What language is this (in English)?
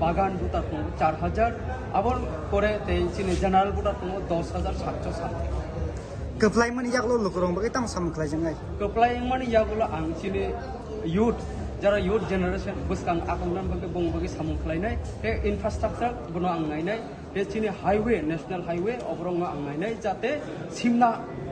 Kok Borok